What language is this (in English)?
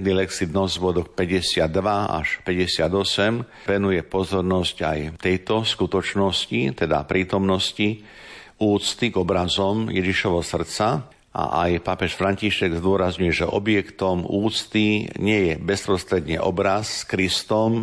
Slovak